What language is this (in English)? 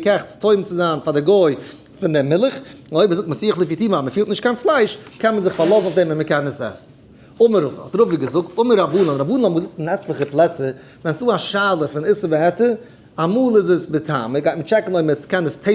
Yiddish